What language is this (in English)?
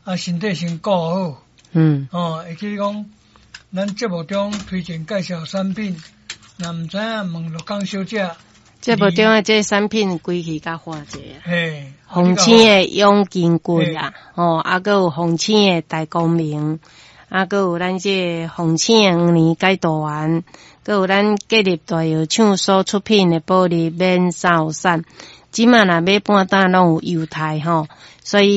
Min Nan Chinese